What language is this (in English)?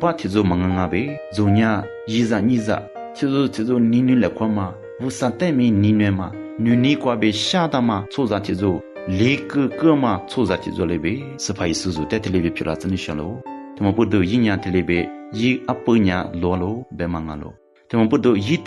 Lisu